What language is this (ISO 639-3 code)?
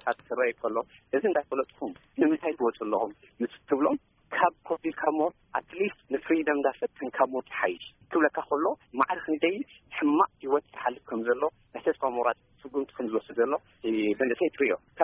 tir